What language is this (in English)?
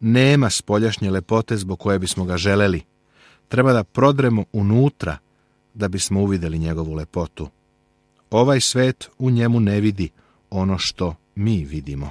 Serbian